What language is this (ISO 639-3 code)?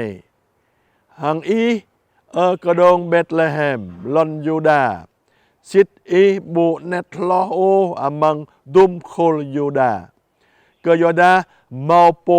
jra